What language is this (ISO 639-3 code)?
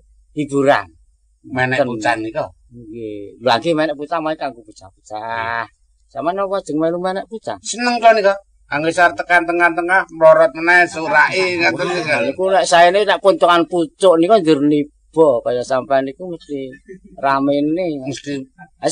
jav